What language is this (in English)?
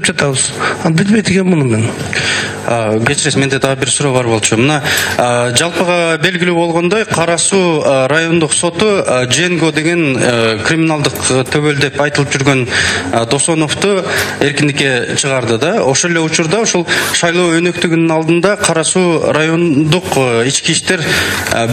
Kyrgyz